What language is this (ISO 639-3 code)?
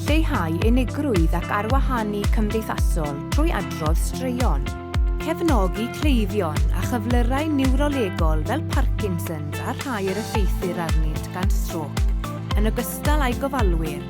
cym